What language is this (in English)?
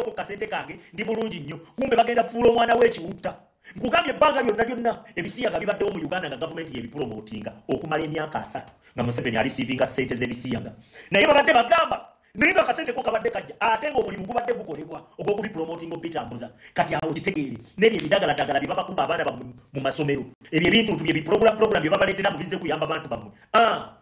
Ganda